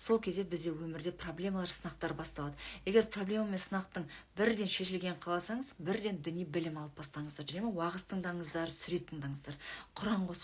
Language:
Kazakh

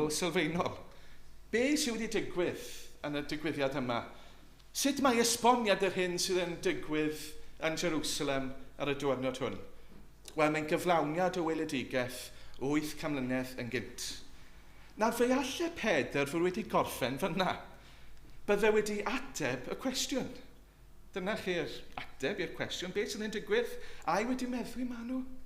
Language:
Welsh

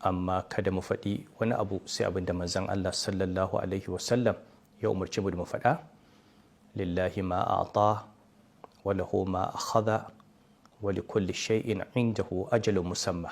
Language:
Hausa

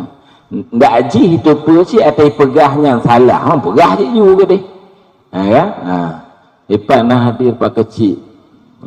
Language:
Achinese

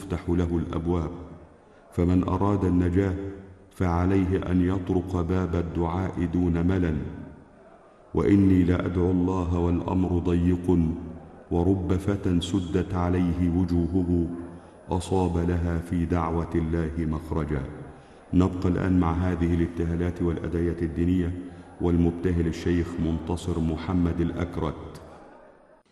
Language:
Arabic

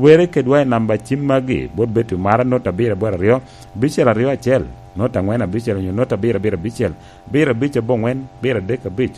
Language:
Lango (Uganda)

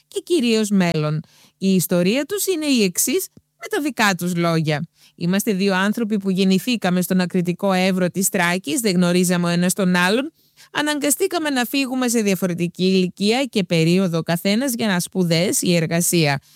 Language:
Greek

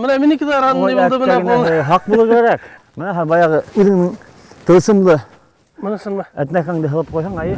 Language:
Bashkir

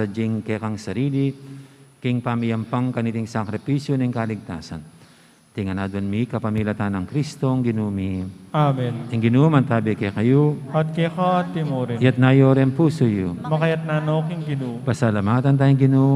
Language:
Pampanga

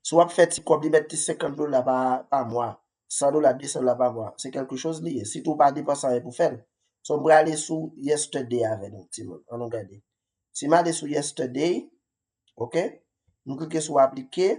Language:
Haitian Creole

